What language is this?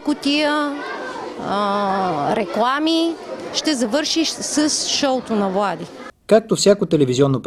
Bulgarian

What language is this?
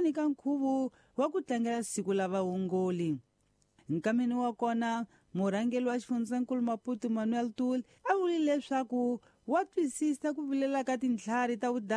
Tsonga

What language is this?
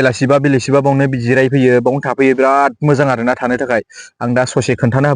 Bodo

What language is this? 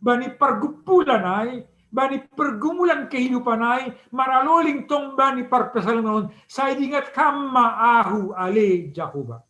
Batak Simalungun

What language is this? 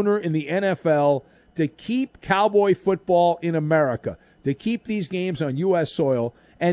English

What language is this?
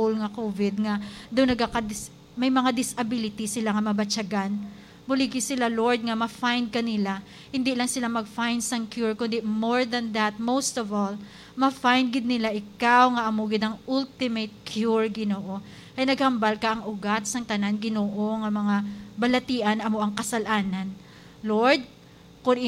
Hiligaynon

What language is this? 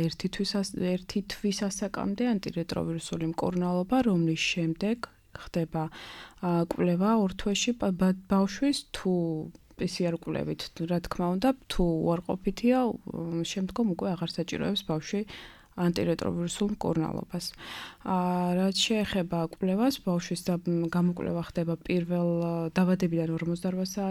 Georgian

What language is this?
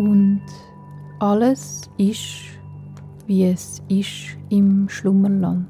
Swiss German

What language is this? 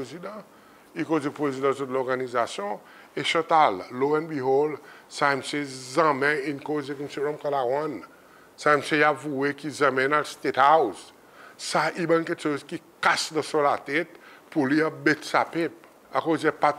Seselwa Creole French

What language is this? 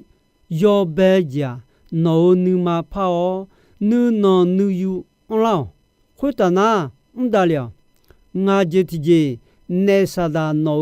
Akha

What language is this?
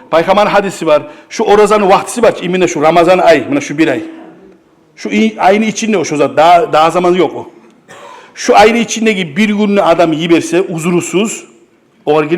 Kumyk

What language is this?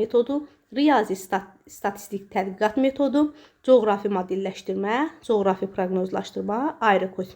Azerbaijani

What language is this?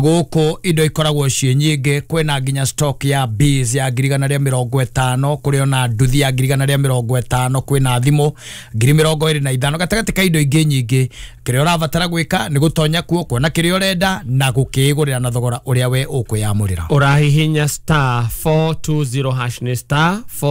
Kikuyu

